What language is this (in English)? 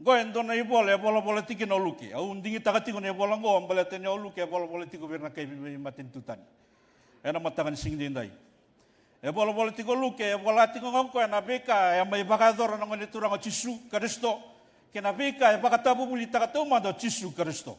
Fijian